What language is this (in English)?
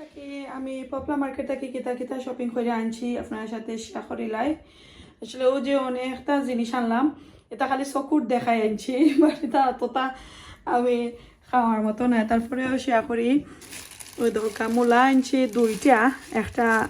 Sylheti